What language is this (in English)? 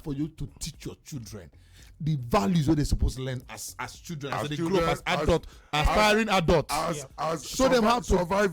Nigerian Pidgin